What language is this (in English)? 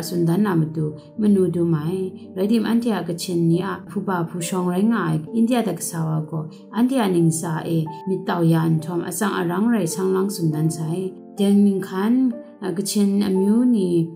Kachin